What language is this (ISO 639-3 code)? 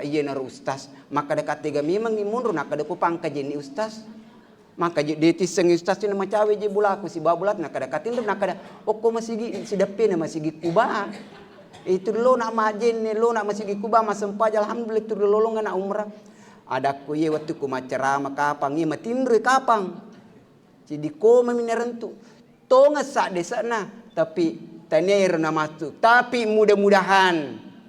bug